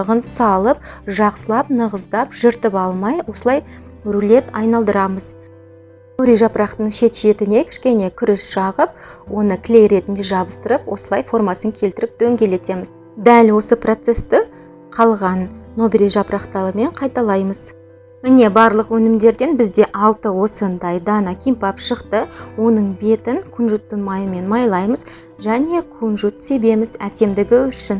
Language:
Kazakh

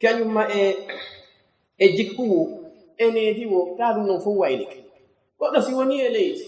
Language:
Fula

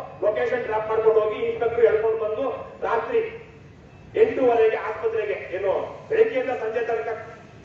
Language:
Kannada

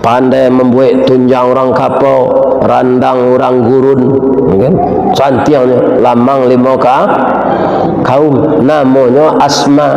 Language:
Minangkabau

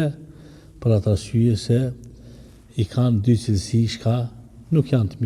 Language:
Albanian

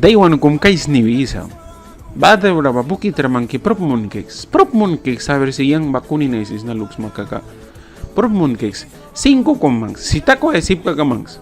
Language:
Mískito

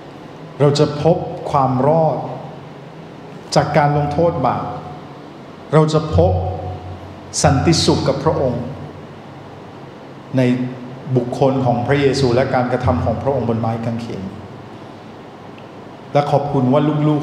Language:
Thai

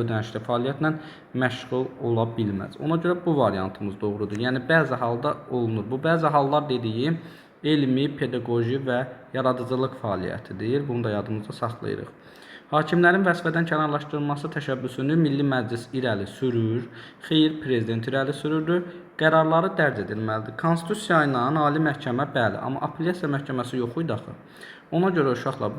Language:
Azerbaijani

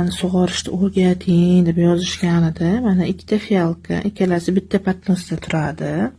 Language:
Uzbek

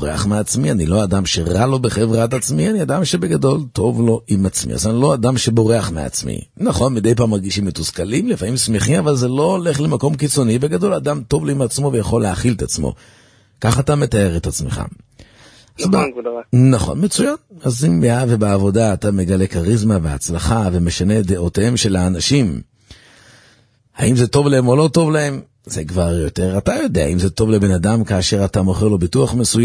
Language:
Hebrew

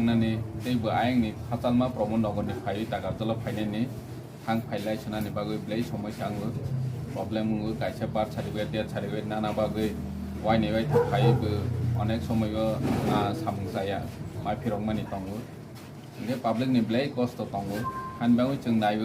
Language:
Kok Borok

